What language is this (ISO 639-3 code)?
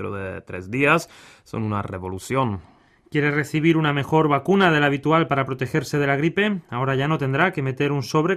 spa